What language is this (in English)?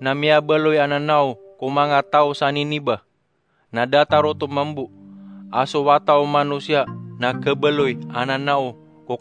Maranao